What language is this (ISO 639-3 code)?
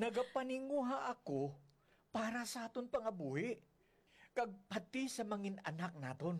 hil